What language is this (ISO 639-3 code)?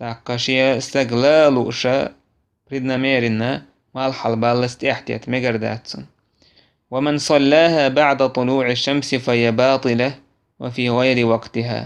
che